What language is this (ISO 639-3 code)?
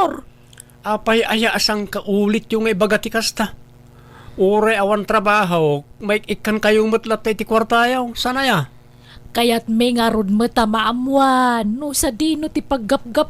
ilo